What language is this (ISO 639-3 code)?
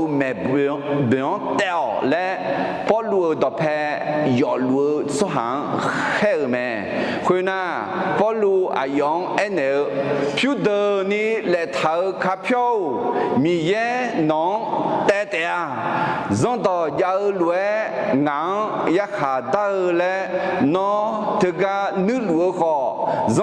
ahk